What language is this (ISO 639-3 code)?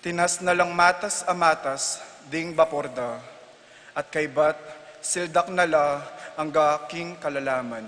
pam